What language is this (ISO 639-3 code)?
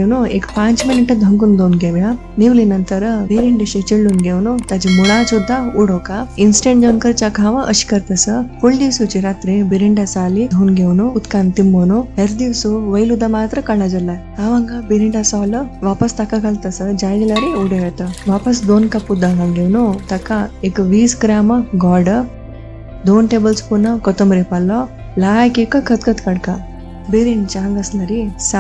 kok